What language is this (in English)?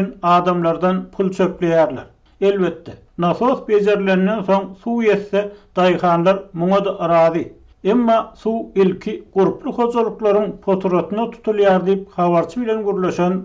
Turkmen